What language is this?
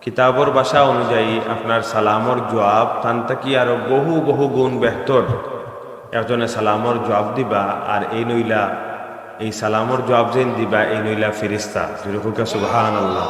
Sylheti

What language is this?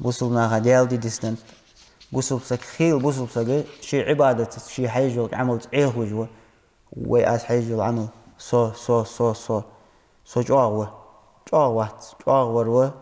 Ingush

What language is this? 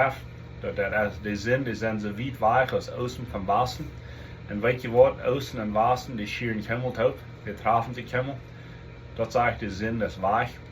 Plautdietsch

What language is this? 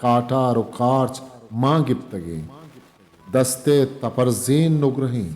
Eastern Balochi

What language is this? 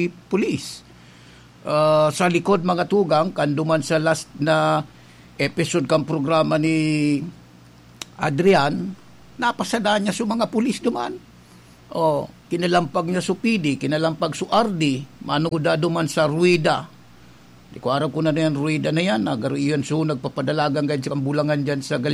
Bikol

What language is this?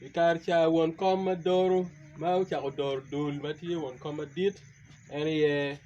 Acoli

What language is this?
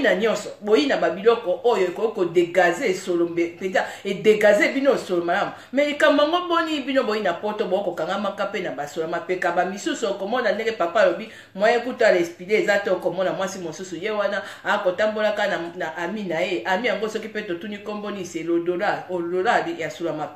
Lingala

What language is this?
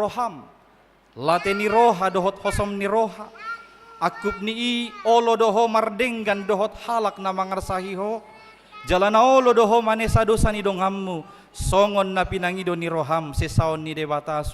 Batak Toba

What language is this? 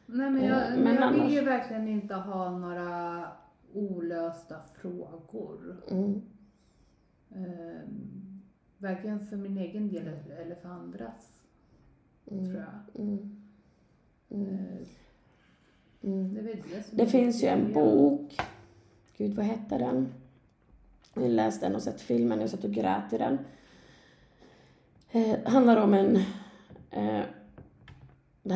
Swedish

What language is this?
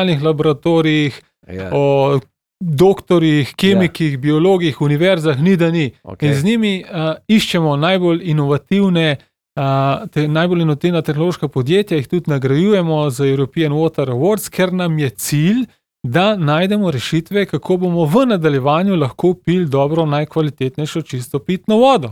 Slovenian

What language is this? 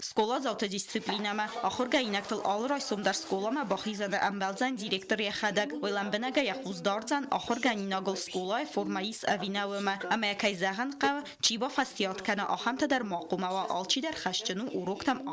Ossetic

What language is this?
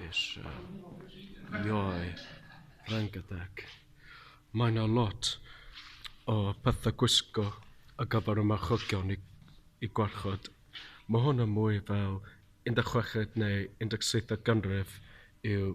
Welsh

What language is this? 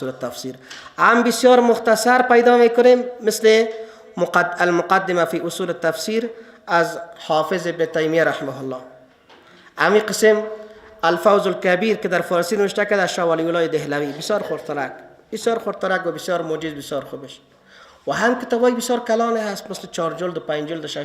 Persian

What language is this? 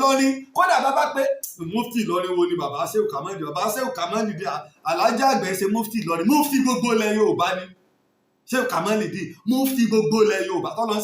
Yoruba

